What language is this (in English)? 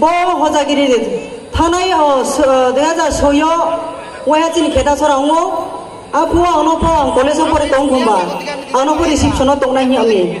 Riang (India)